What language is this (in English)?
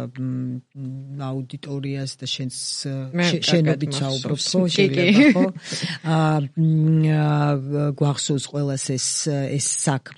Georgian